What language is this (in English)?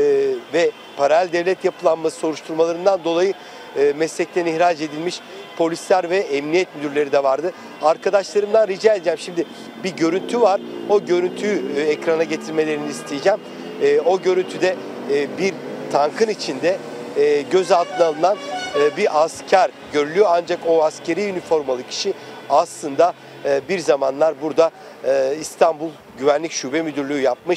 Turkish